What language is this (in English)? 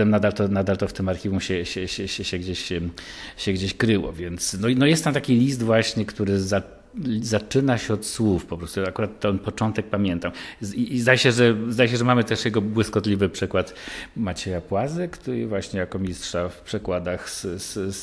Polish